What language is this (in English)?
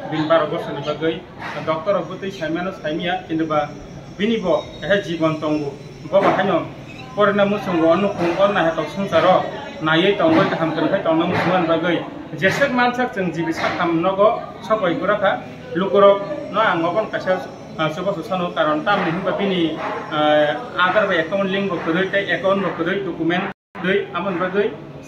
Kok Borok